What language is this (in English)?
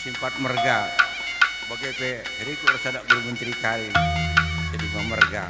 Batak Karo